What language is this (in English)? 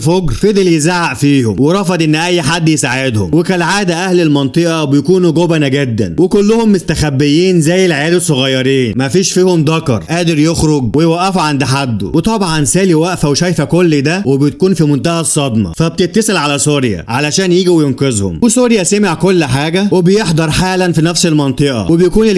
Egyptian Arabic